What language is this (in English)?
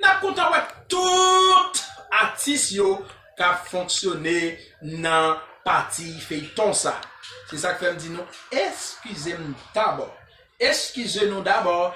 Haitian Creole